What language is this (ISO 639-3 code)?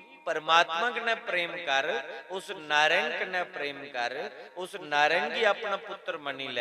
doi